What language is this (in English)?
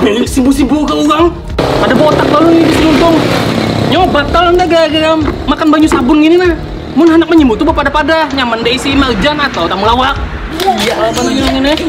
Banjar